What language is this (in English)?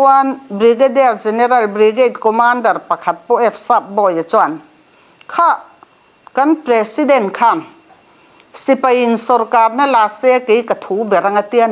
Mizo